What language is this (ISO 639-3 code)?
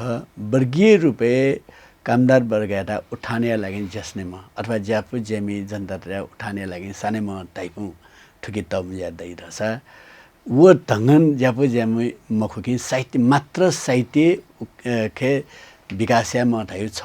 new